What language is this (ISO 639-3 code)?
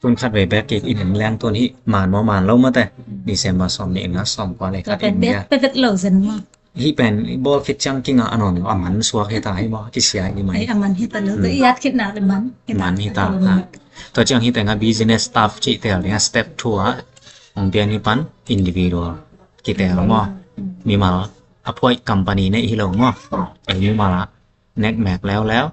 ctd